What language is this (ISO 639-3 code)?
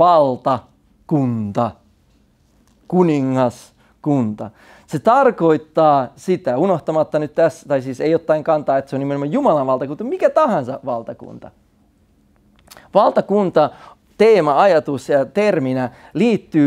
fin